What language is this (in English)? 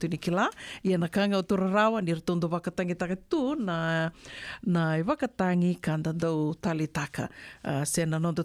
Fijian